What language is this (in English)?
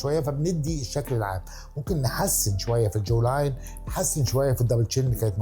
Egyptian Arabic